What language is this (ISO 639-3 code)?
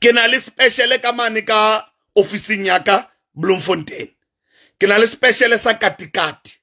sot